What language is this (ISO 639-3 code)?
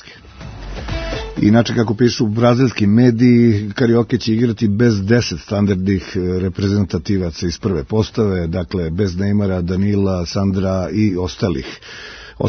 srp